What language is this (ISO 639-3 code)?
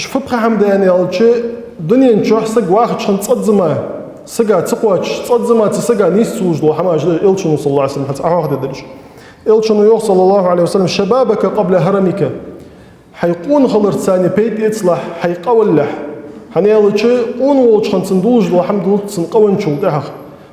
inh